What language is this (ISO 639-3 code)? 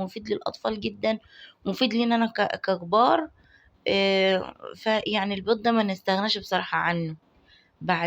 arz